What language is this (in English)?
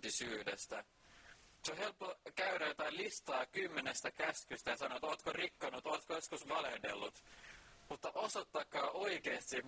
Finnish